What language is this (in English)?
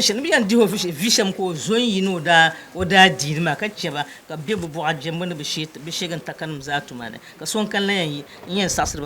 Dagbani